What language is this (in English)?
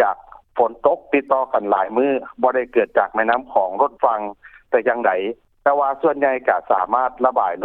Lao